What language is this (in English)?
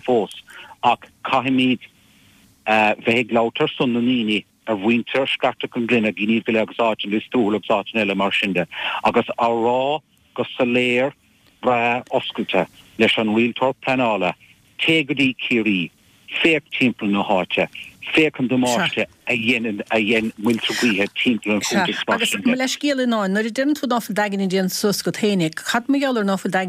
Irish